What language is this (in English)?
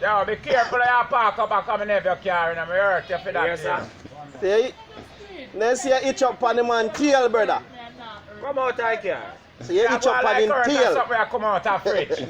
Jamaican Creole English